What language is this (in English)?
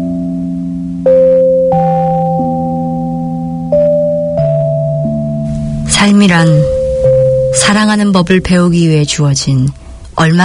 Korean